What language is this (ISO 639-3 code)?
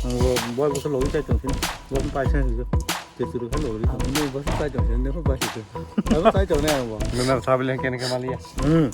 trp